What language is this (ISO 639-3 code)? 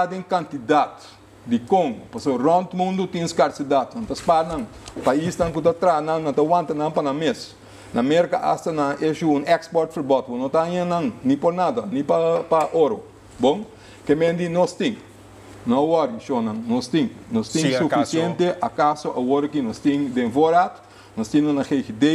pap